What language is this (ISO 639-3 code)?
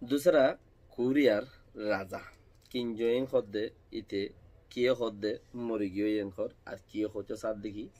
rhg